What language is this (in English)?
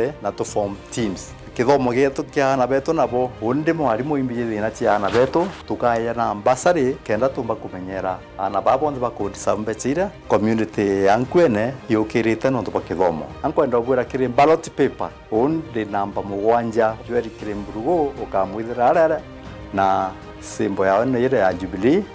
Meru